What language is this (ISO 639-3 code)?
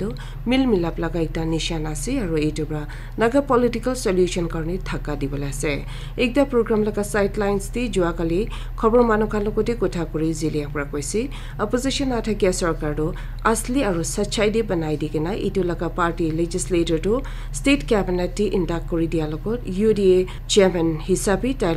nag